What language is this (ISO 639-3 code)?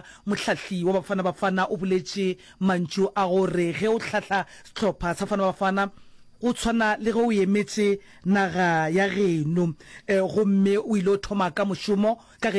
nso